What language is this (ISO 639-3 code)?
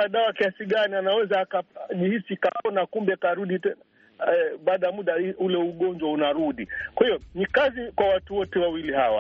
swa